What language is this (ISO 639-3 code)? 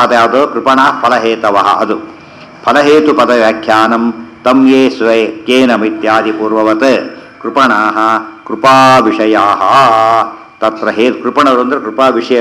kan